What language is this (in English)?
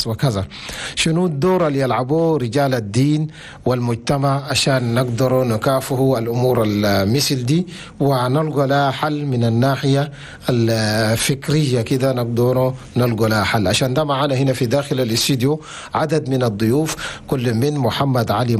Chadian Arabic